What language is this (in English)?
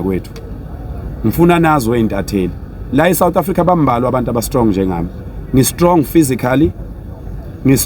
Zulu